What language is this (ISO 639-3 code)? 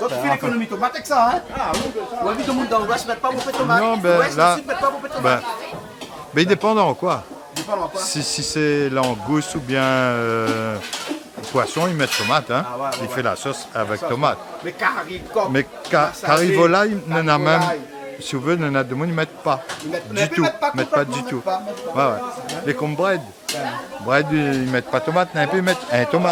rcf